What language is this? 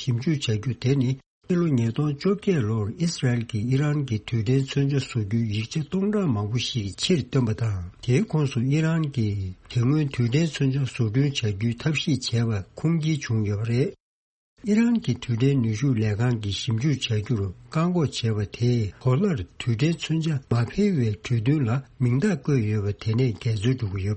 Tibetan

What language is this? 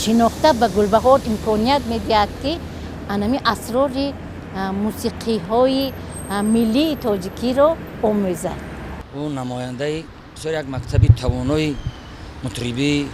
Tajik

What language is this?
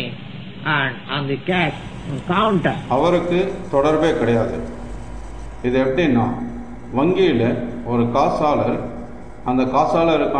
Tamil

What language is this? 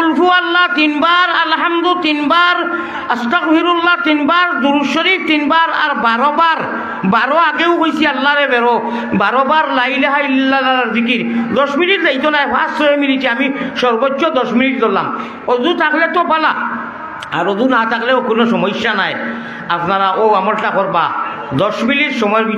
Sylheti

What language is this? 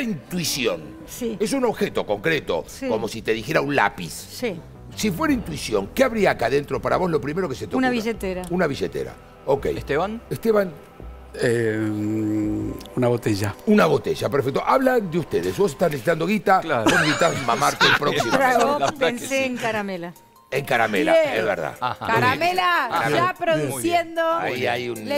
Spanish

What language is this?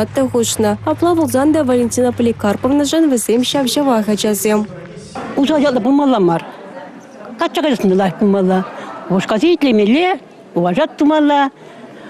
Chuvash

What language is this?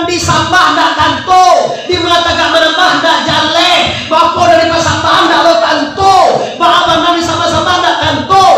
Minangkabau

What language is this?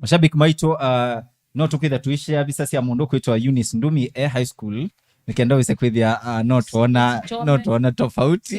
Kamba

